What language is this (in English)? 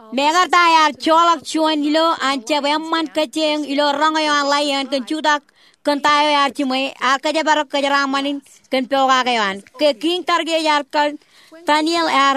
Marshallese